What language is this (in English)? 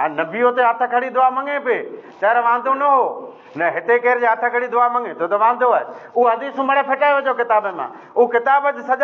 Sindhi